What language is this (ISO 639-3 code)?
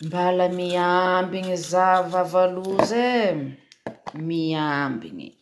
mlg